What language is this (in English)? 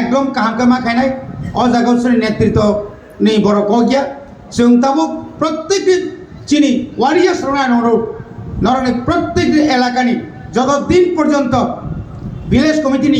Kok Borok